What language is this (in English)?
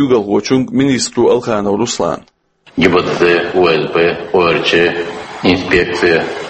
Chechen